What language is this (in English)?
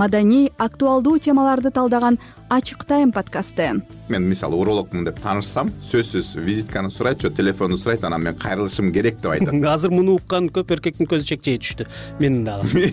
Kyrgyz